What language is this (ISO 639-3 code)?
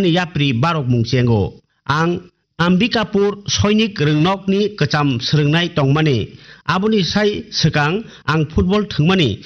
trp